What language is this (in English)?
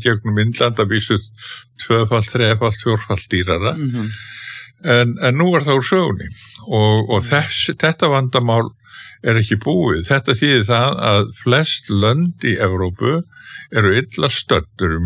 Icelandic